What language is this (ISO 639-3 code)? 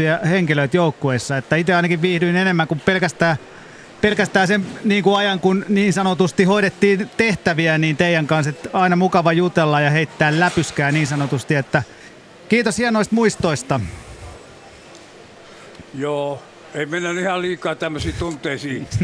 fin